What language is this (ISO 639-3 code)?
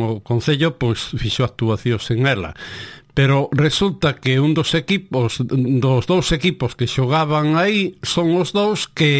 glg